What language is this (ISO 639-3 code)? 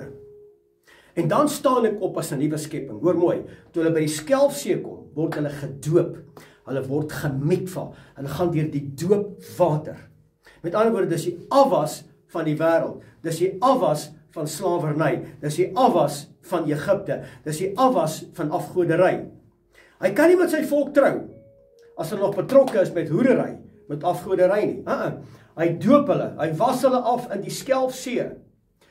afr